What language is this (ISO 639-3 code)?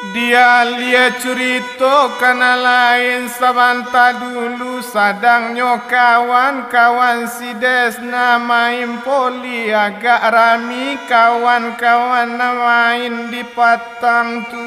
min